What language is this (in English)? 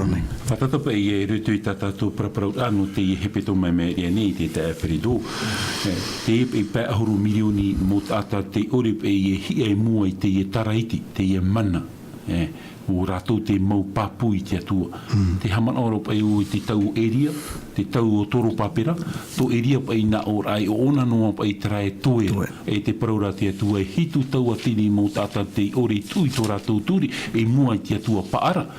Tahitian